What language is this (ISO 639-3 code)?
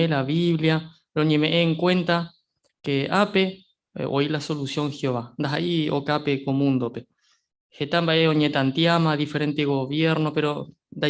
grn